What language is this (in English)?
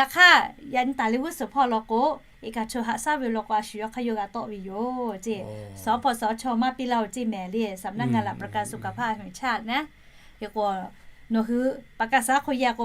Lahu